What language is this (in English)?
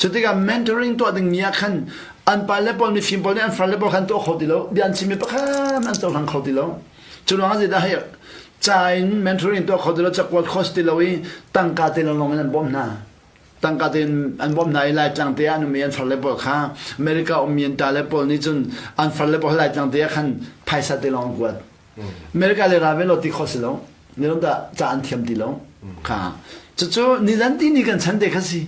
Hakha Chin